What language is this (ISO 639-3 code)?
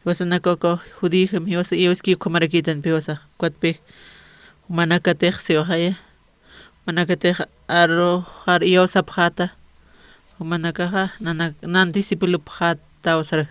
aym